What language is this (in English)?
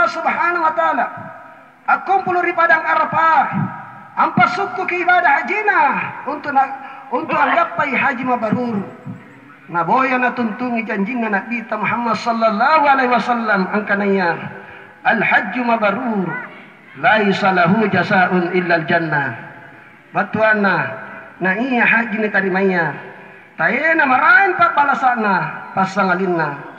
Makasar